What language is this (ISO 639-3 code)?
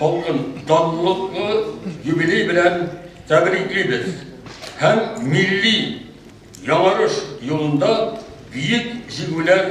chv